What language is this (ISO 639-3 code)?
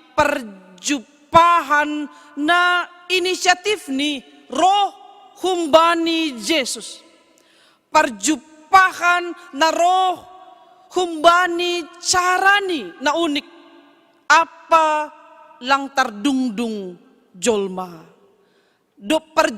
bts